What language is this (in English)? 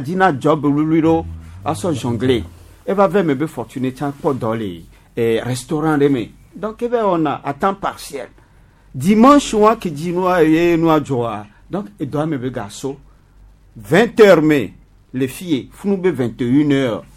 Gen